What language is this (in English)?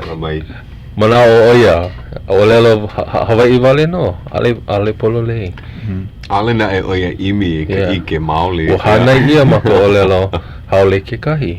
Hawaiian